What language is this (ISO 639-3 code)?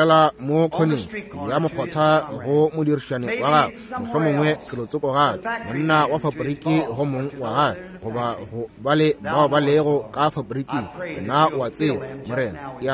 nso